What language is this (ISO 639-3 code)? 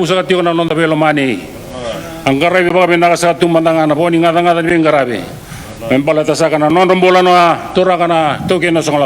fij